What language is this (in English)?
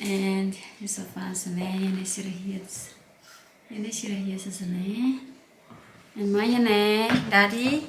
Tetum